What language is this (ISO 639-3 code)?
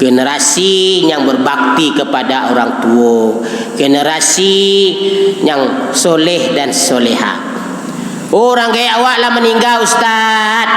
min